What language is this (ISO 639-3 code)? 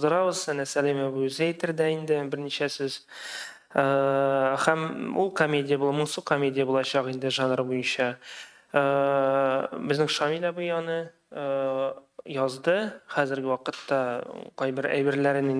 tat